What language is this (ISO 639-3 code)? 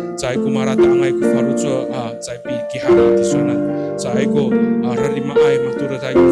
ami